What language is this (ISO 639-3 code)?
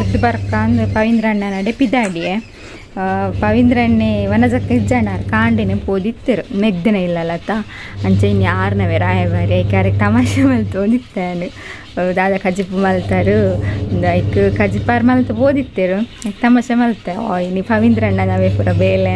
tcy